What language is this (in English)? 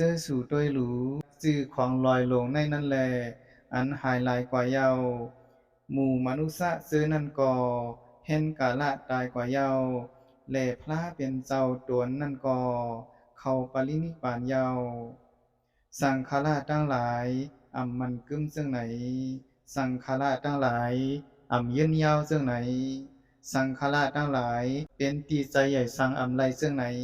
Shan